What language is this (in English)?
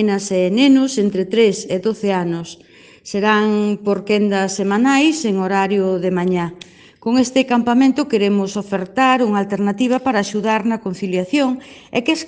Galician